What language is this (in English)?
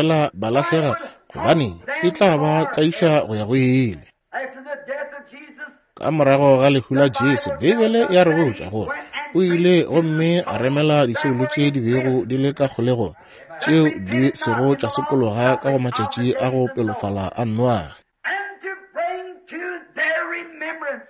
Northern Sotho